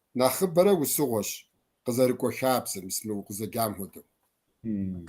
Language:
Kabardian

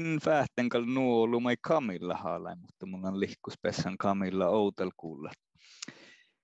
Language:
Northern Sami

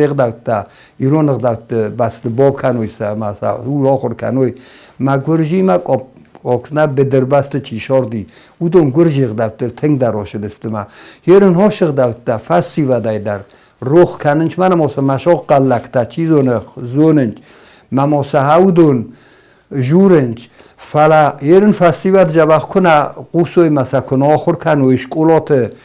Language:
Ossetic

